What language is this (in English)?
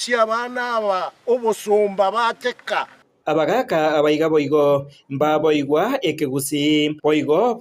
Gusii